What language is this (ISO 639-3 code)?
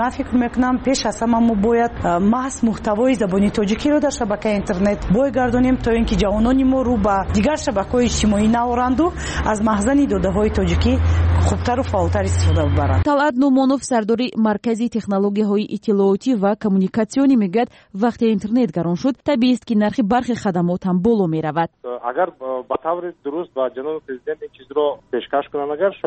tgk